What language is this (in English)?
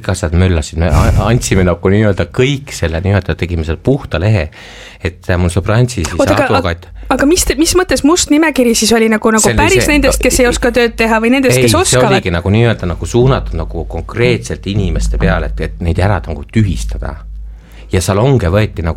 Estonian